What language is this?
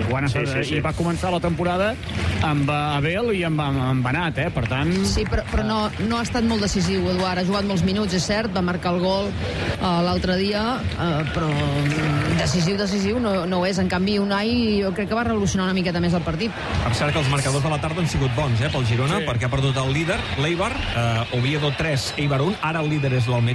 Catalan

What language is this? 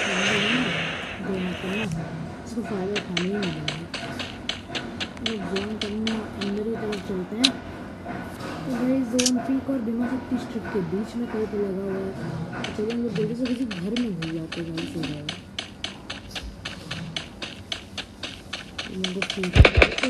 Hindi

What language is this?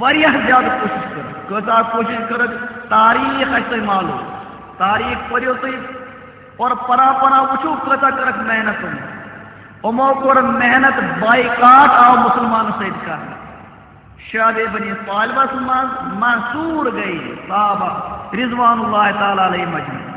Kashmiri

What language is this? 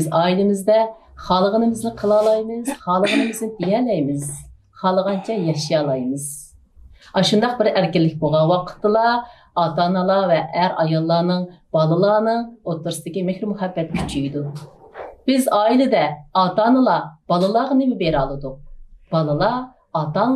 Uyghur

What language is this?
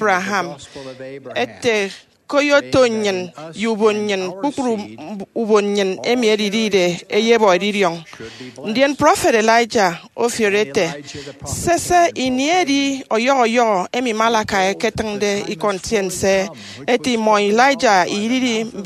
Efik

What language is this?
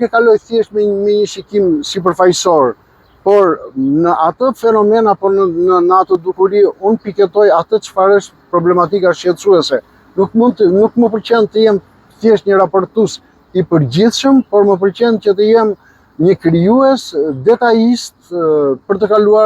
Albanian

